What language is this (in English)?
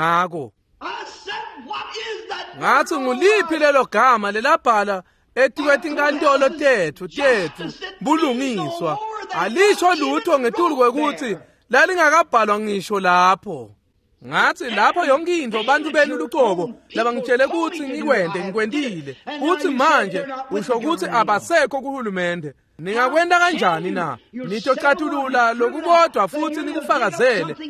Swati